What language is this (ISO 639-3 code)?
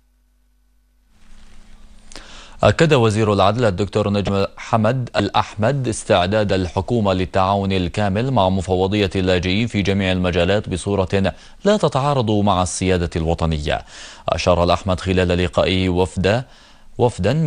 ara